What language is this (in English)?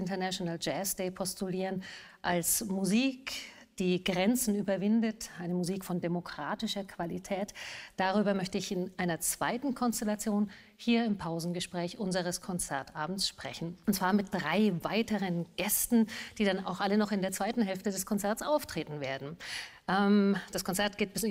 German